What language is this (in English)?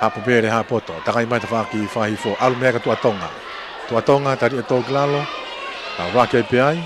Tongan